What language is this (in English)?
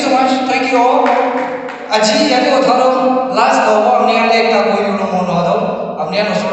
Naga Pidgin